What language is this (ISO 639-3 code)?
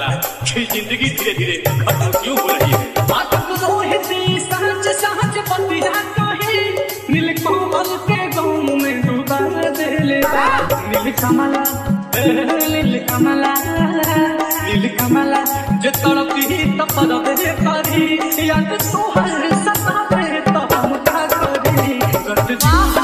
bho